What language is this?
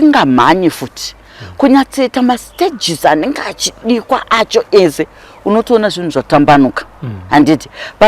Shona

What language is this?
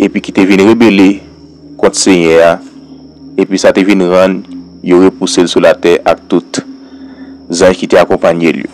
Haitian Creole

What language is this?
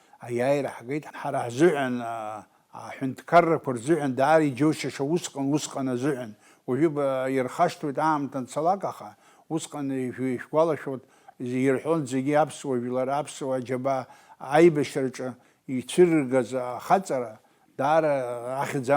Abkhazian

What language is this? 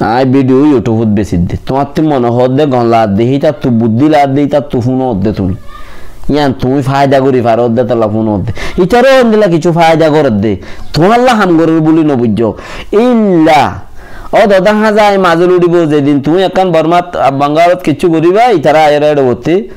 Rohingya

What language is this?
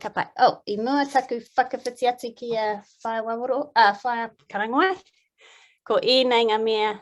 Māori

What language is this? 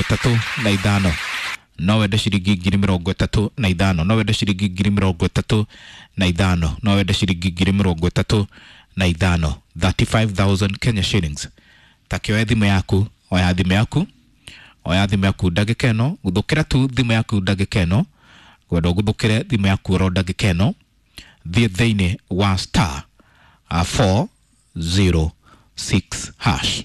Kikuyu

